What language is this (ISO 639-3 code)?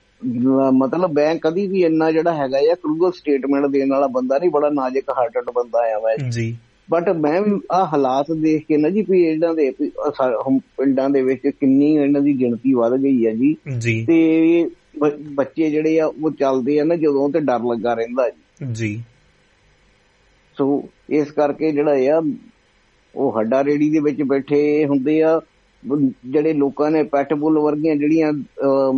pan